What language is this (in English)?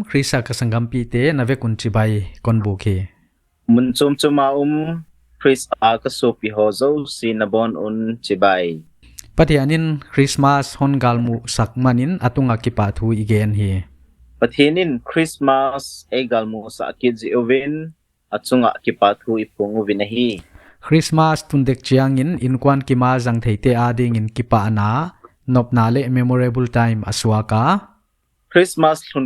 Paite Chin